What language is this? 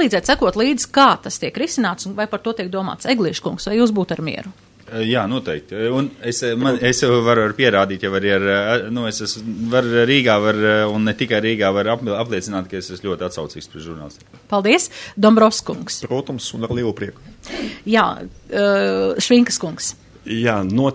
Latvian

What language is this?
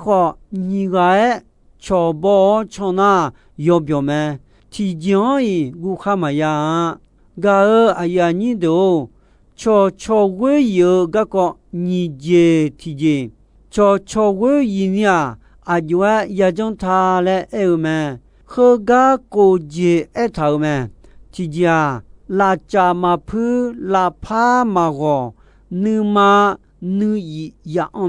Akha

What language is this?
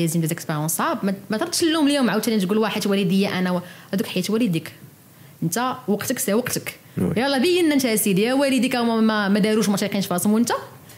Moroccan Arabic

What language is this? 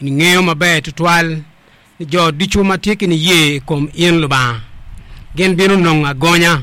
Acoli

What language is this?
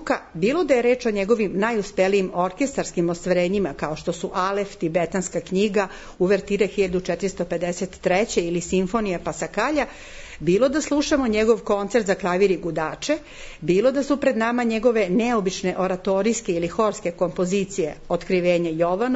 Serbian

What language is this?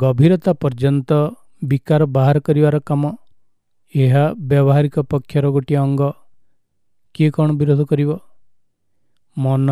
Odia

